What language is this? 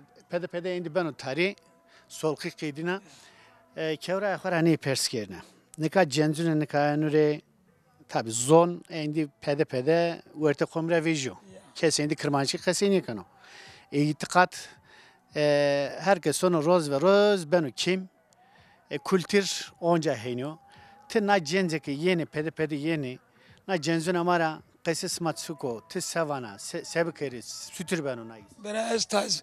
Zaza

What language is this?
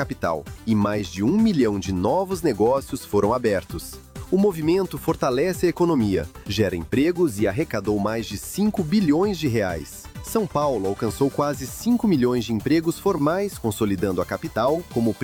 Portuguese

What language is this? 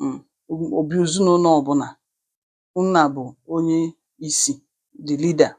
Igbo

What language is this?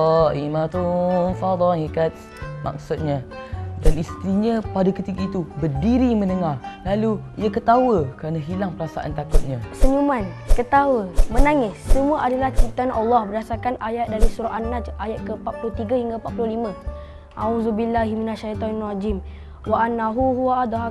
Malay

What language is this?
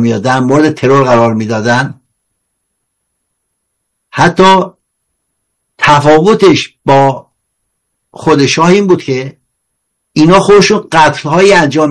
Persian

